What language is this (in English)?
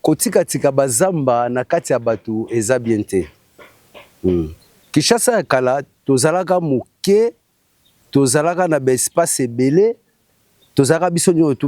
Lingala